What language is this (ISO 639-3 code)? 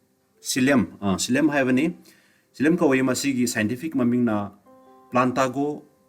mni